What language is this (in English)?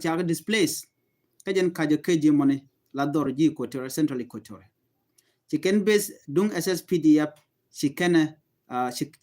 Nuer